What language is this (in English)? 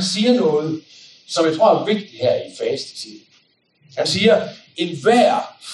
Danish